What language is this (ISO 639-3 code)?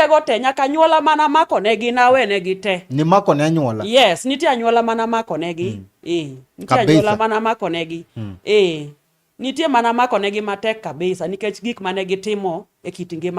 luo